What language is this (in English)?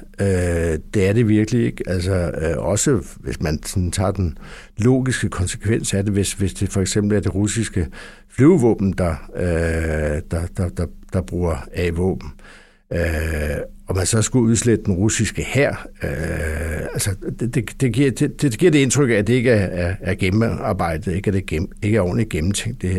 Danish